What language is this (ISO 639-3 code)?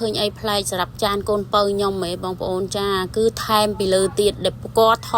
khm